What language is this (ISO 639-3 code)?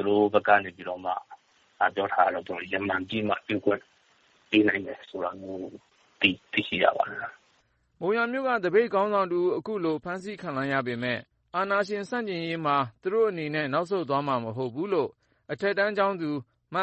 mya